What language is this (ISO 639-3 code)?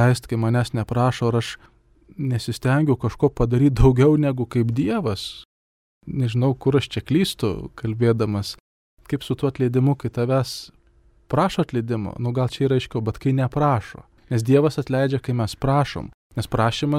lit